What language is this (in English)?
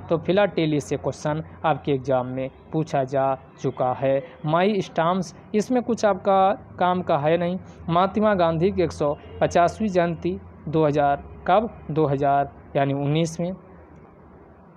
Hindi